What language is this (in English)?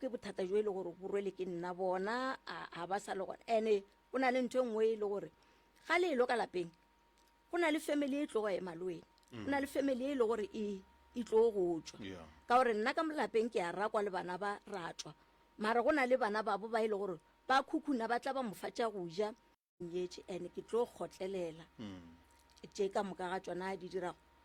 Northern Sotho